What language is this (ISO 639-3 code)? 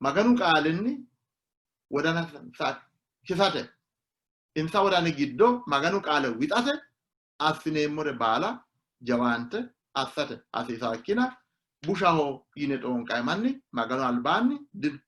sid